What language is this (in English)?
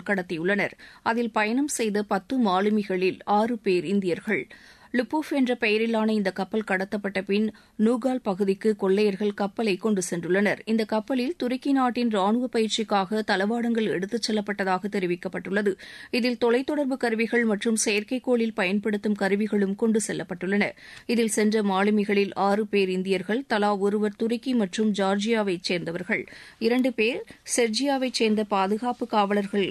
Tamil